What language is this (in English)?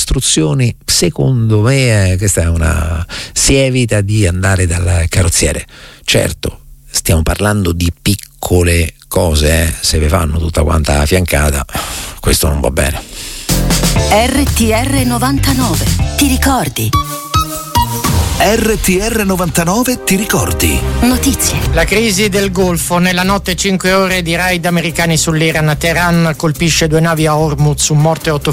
Italian